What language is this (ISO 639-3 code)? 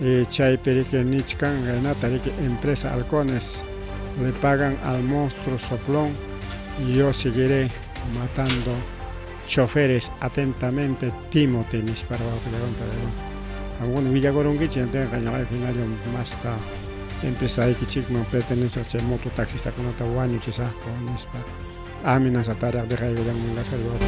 quy